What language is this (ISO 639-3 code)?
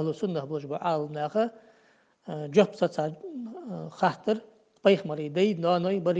inh